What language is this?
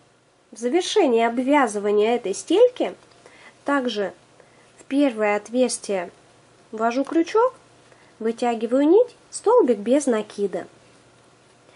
Russian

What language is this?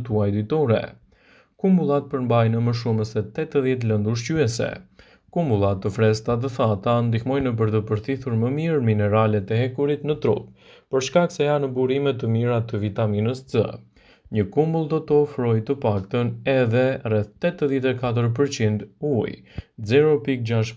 Albanian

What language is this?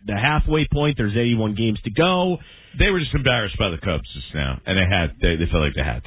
English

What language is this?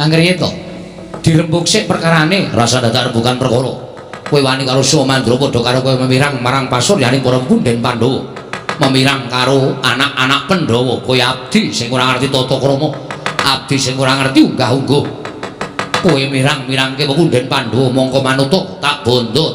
Javanese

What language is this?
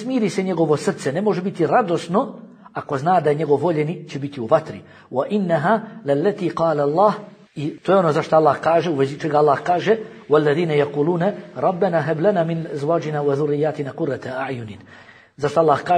Bosnian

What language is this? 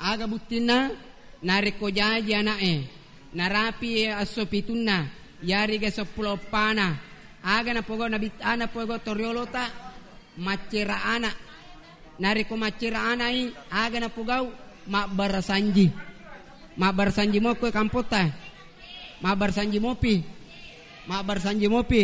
Buginese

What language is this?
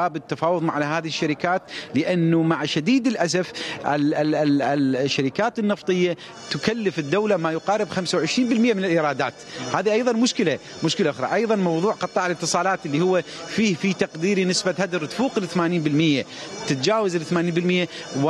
Mesopotamian Arabic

